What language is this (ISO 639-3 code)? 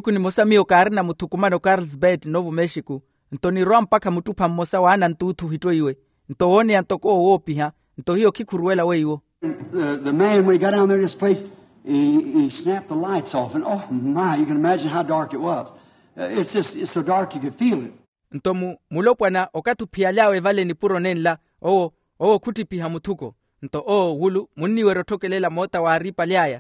vmw